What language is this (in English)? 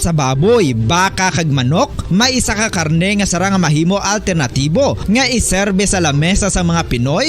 Hiligaynon